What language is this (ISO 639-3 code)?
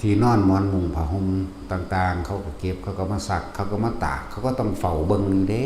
lao